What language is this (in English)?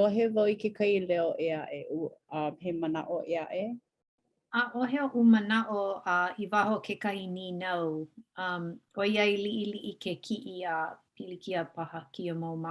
Hawaiian